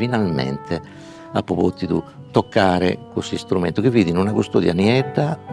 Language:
Sardinian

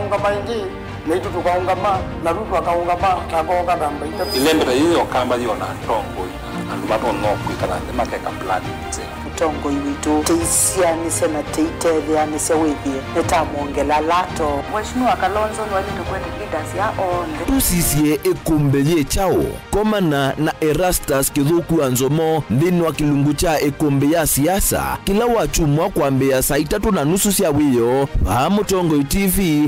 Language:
Kamba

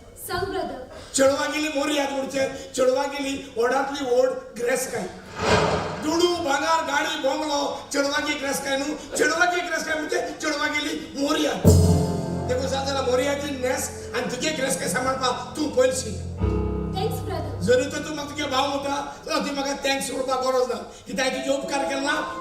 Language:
Konkani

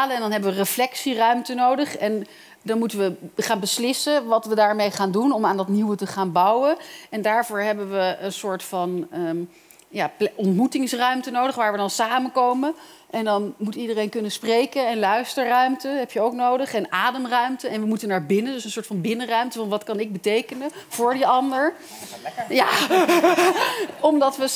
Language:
Dutch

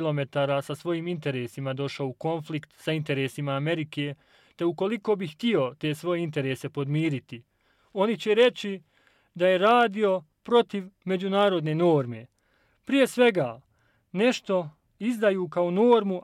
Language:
Bosnian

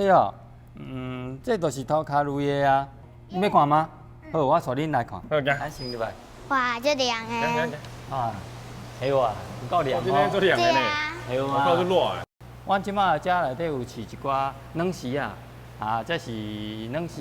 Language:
Min Nan Chinese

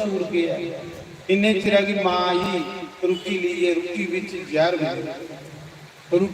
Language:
Dogri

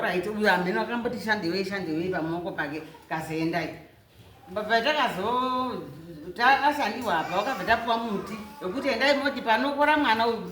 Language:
Shona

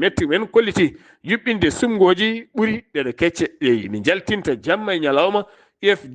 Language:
Fula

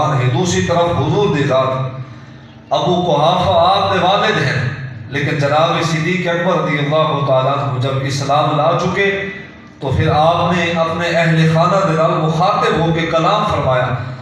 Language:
Saraiki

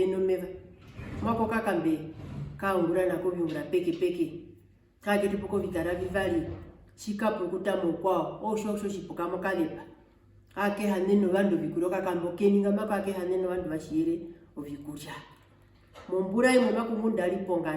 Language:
Herero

